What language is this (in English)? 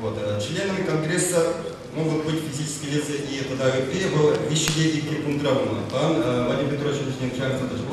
Chuvash